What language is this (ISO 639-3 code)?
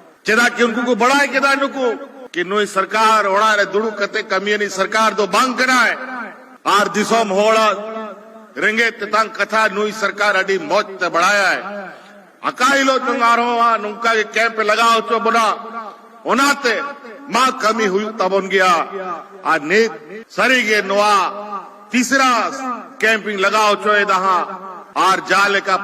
sat